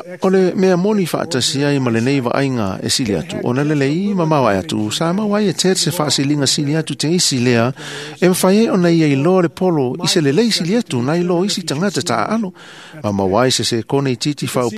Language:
Samoan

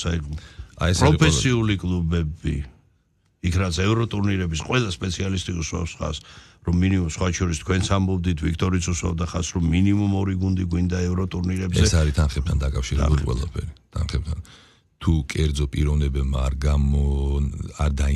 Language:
Georgian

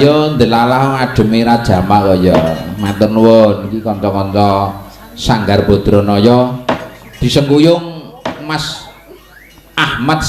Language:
Javanese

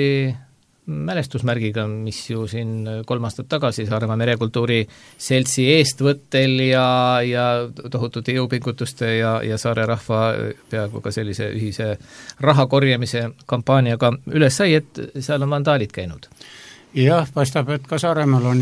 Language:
Estonian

